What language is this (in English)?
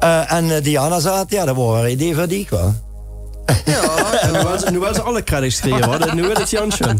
Limburgish